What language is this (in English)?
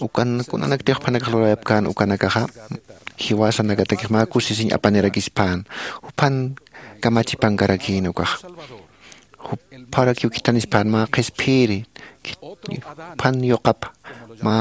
Aymara